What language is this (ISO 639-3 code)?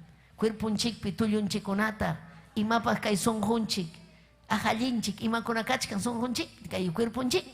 quy